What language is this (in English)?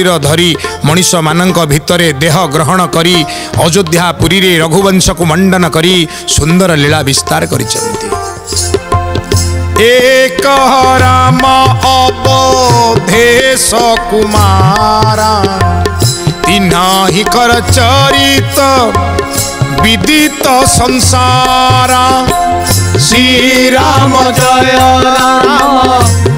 Odia